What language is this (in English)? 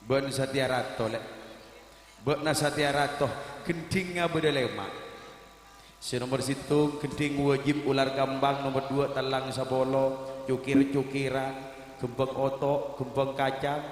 Madurese